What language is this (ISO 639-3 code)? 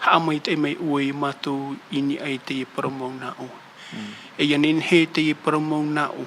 tah